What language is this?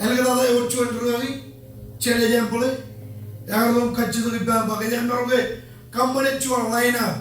Marshallese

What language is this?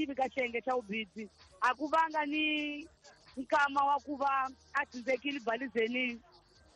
Tsonga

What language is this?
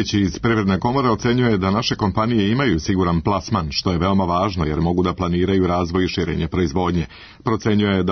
Serbian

